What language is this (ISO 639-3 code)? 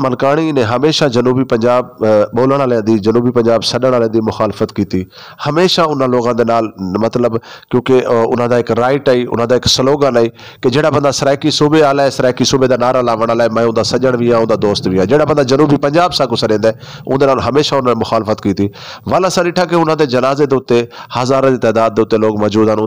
skr